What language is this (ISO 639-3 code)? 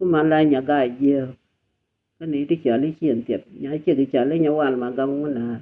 nus